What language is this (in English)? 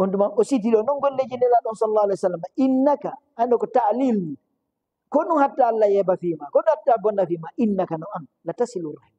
Fula